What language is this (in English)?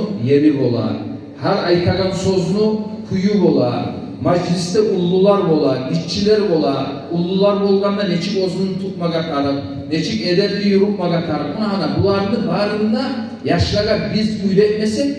Kumyk